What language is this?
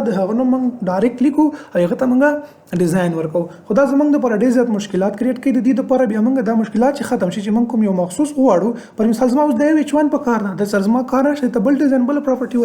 Pashto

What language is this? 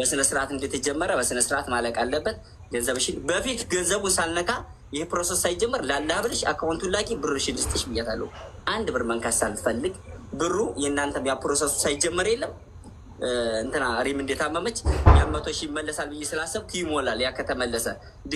Amharic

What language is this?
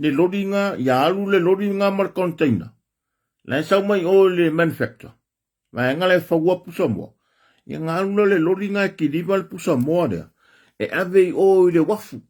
Samoan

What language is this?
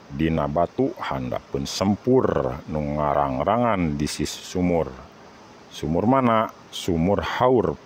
Sundanese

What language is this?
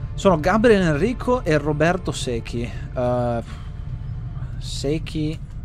Italian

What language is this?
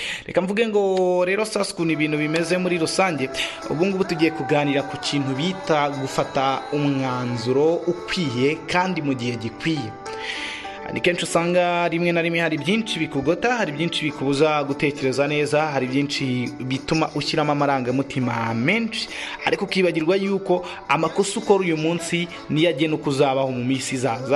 Kinyarwanda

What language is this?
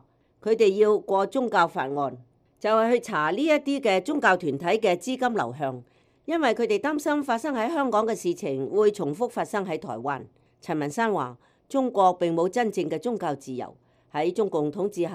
Cantonese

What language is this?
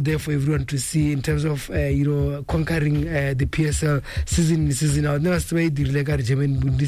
Tswana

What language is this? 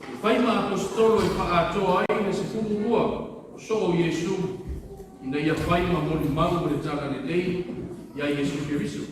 Samoan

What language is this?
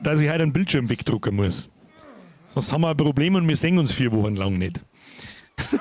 Bavarian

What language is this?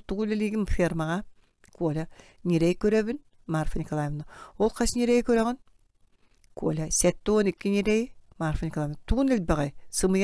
Yakut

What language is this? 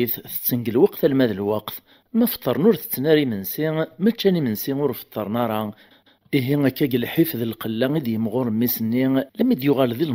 Kabyle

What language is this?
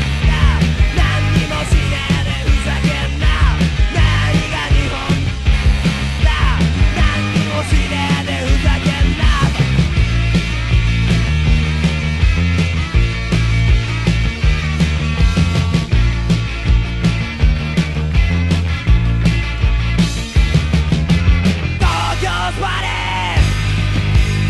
Japanese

